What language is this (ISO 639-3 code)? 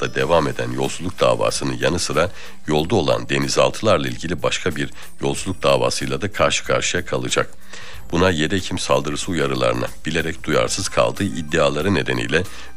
tur